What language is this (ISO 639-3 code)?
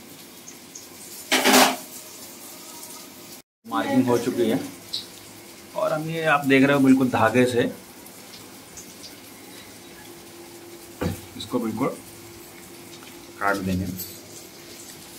hin